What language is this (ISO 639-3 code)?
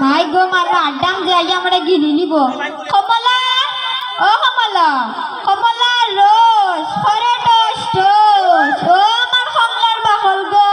syl